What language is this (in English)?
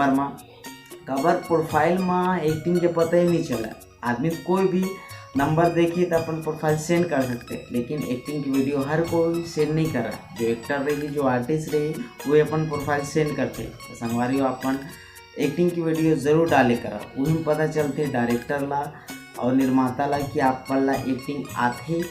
Chhattisgarhi